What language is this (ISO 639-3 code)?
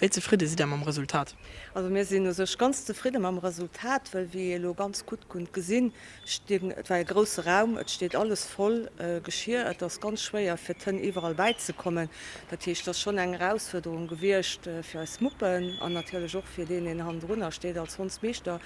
ltz